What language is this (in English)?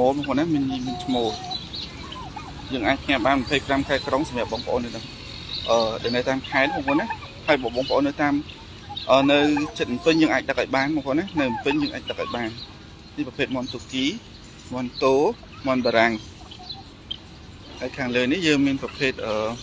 Khmer